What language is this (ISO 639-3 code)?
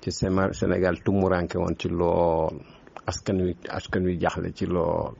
wol